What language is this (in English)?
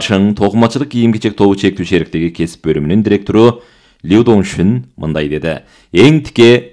Kyrgyz